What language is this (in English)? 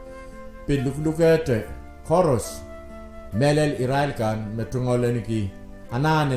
Pohnpeian